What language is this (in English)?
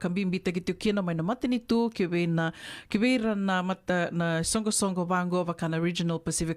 Fijian